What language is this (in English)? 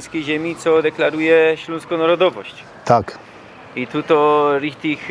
Silesian